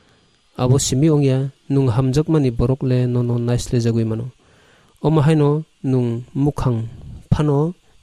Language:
Kok Borok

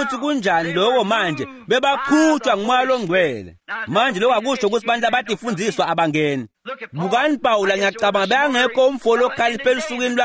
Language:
Swati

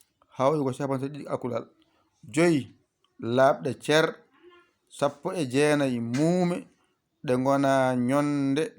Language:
Fula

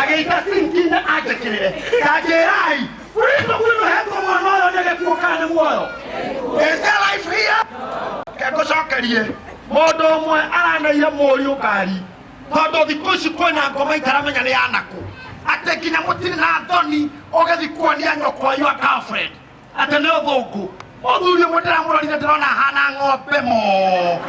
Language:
Kikuyu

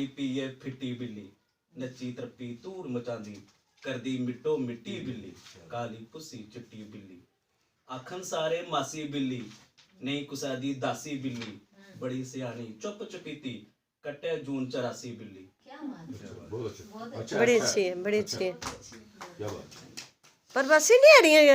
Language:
Dogri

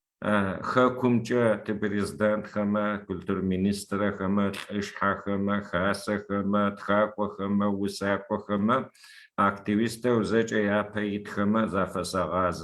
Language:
Adyghe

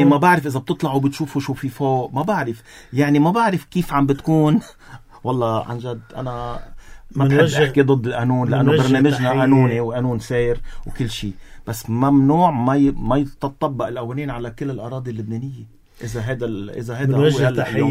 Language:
North Levantine Arabic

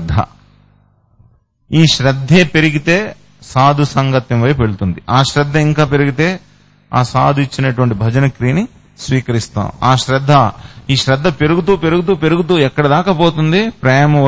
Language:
Telugu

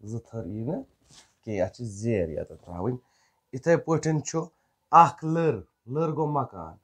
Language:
Kashmiri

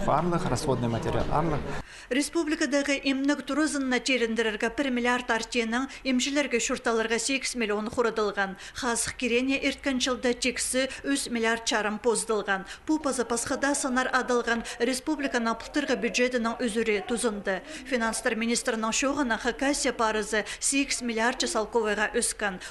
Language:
Khakas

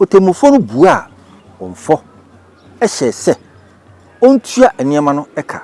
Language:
Akan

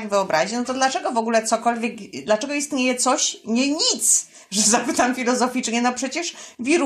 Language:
Polish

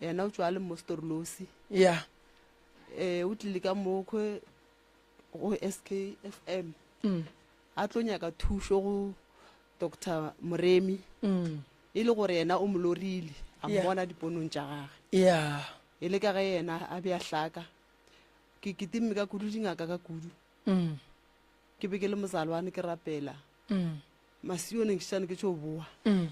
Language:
Northern Sotho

